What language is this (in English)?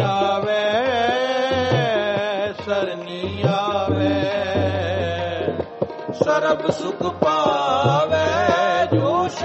Punjabi